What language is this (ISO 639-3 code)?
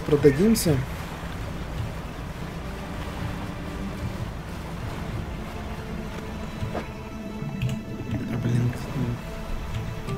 rus